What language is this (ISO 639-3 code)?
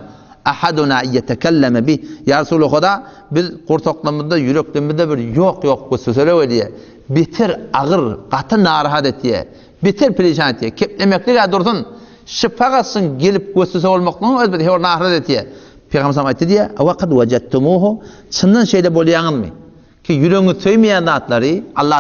tuk